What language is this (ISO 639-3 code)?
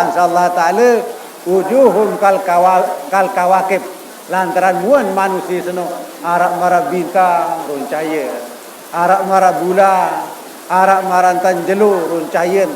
sas